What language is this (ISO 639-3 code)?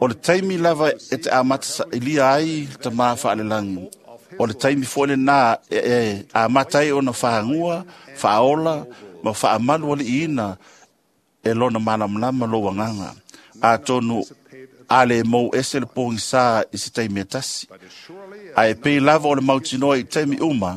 smo